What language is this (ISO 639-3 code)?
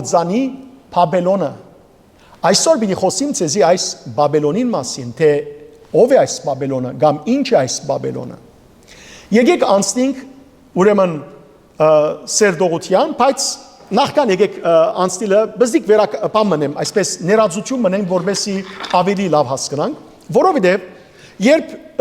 hyw